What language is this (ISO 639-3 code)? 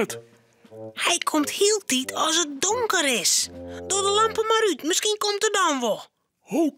fry